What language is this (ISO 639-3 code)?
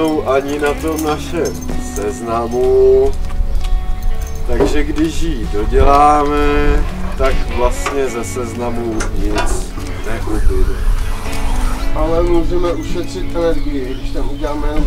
ces